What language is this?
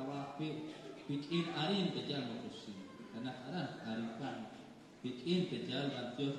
Kekchí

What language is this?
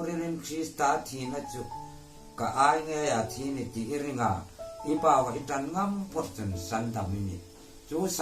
Hmar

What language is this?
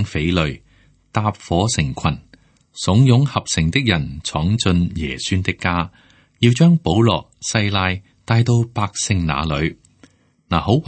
Cantonese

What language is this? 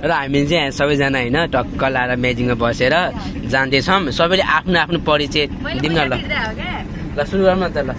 Nepali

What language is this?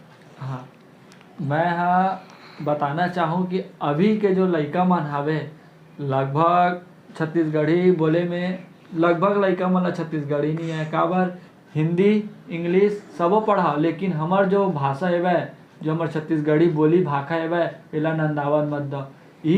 Chhattisgarhi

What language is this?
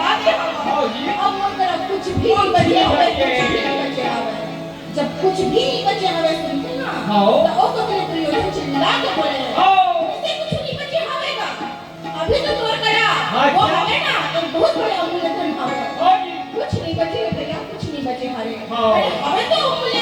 Chhattisgarhi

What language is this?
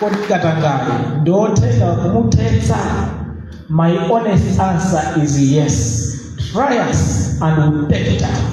Nyanja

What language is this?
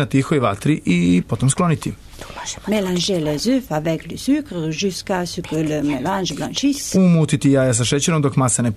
Serbian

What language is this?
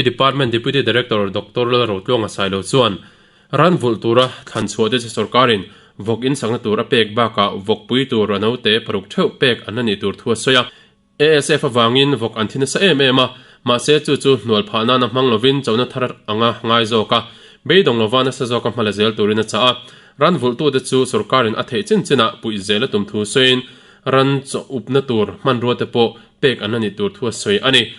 Mizo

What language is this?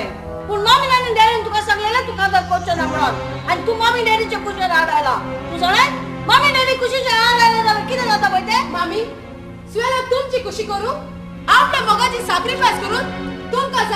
Konkani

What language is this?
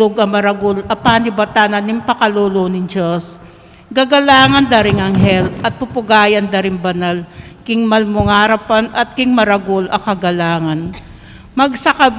Pampanga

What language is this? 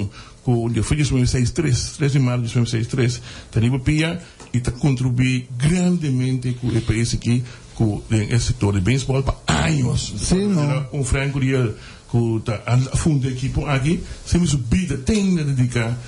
Papiamento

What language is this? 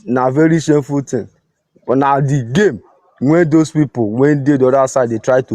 Nigerian Pidgin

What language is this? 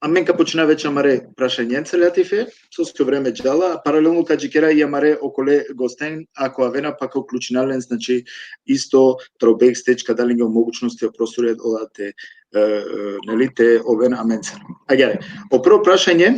Balkan Romani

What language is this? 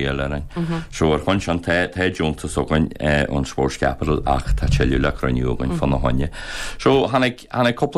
Irish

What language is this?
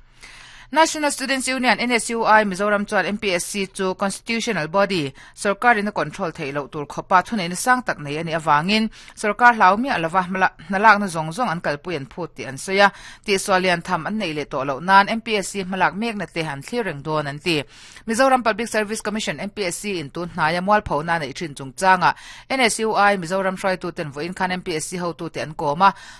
Mizo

